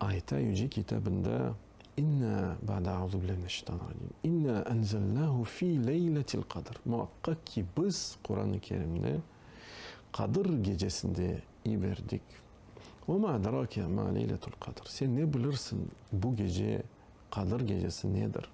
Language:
Crimean Tatar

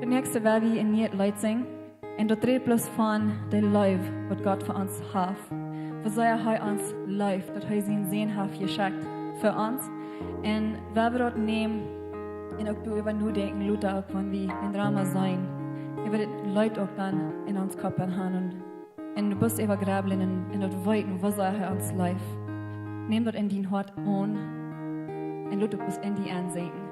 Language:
Plautdietsch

